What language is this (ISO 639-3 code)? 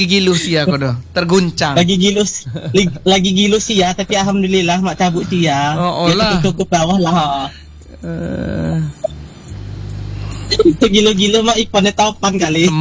ind